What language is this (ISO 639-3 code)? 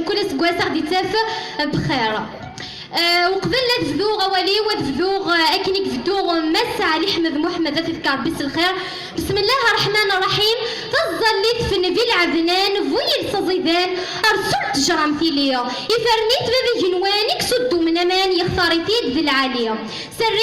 kab